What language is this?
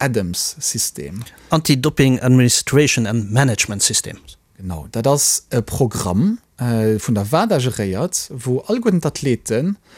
Luxembourgish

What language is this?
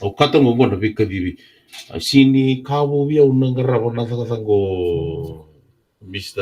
Fijian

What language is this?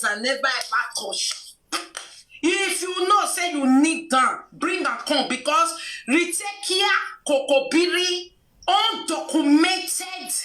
Nigerian Pidgin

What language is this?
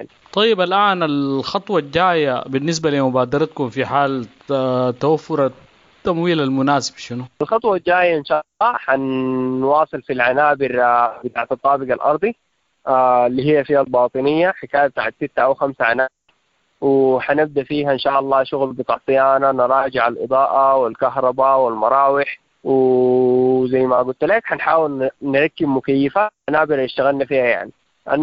Sudanese Arabic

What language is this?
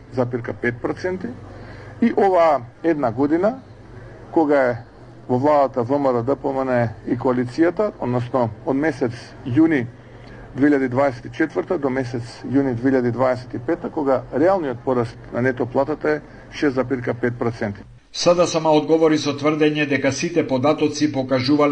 Macedonian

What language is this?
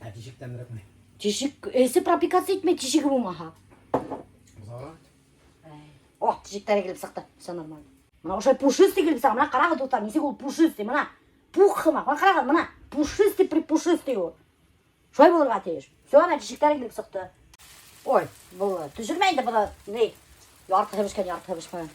Bashkir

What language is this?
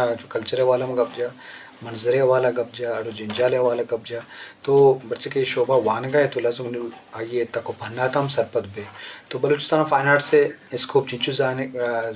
Eastern Balochi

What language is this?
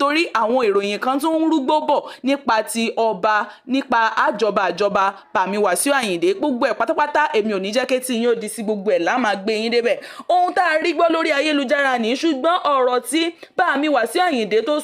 Yoruba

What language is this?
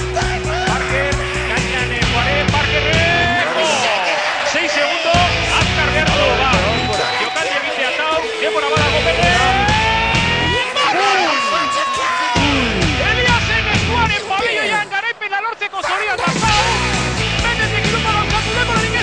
Basque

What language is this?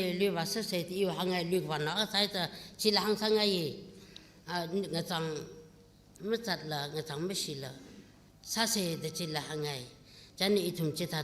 Tangkhul Naga (India)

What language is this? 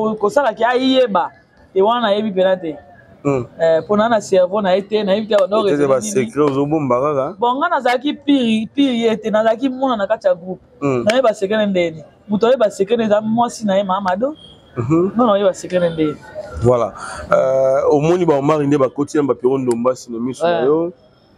Lingala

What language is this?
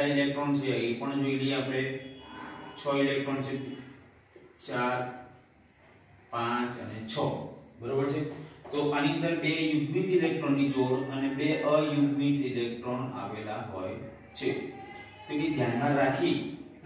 Gujarati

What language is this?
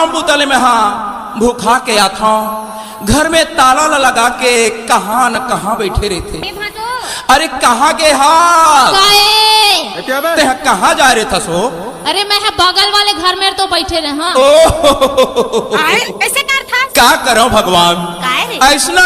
Chhattisgarhi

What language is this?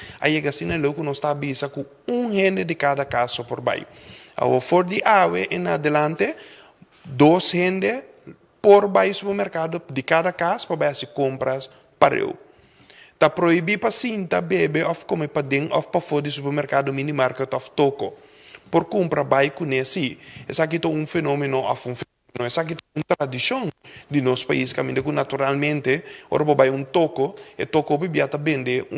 Papiamento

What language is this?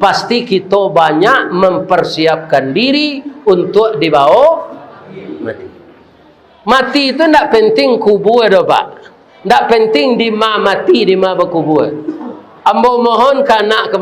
Minangkabau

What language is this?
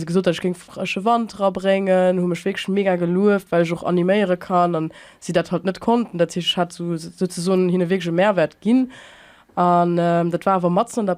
Luxembourgish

